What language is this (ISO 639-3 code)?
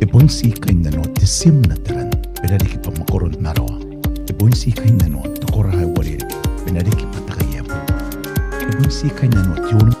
gil